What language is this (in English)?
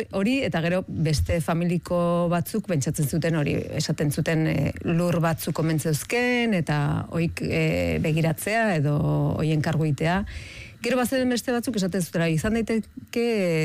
Basque